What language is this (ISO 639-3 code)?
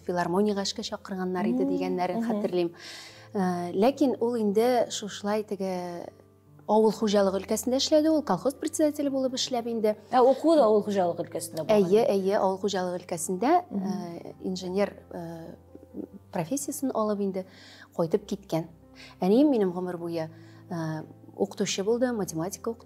tat